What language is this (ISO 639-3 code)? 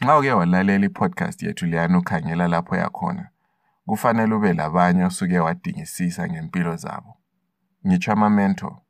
nde